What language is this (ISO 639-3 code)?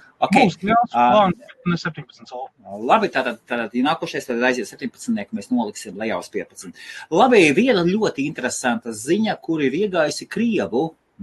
lav